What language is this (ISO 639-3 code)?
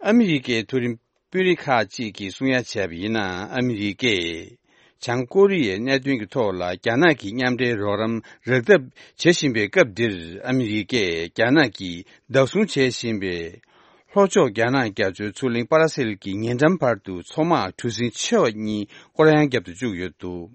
bod